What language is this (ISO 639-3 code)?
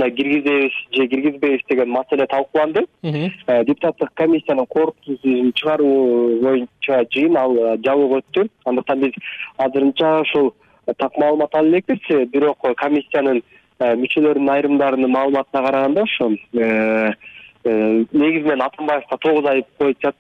kir